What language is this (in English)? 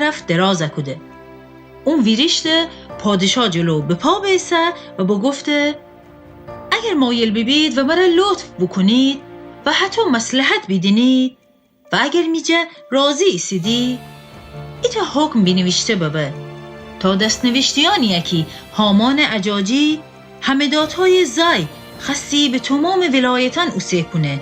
Gilaki